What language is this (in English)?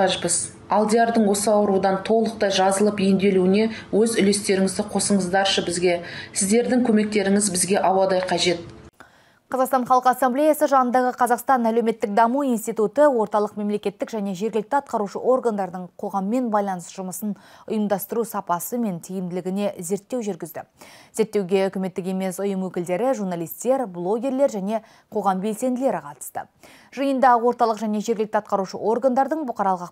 Kazakh